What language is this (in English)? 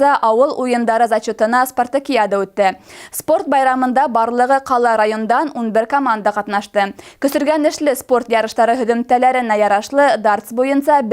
Bashkir